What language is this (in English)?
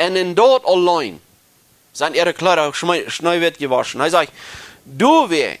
Plautdietsch